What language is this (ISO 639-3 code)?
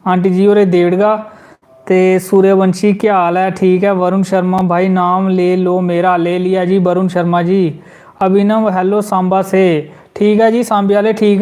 doi